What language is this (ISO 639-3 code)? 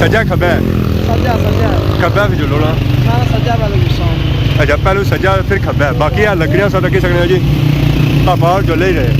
phr